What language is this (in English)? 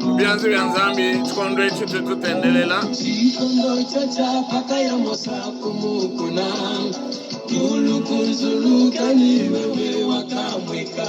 Luba-Lulua